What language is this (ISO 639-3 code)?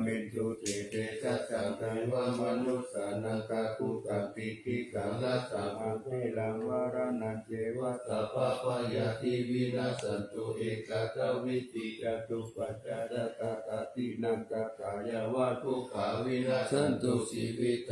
pli